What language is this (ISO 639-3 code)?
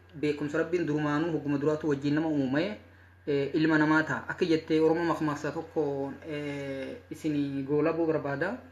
orm